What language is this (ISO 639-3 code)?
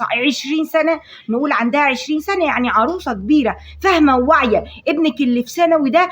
arz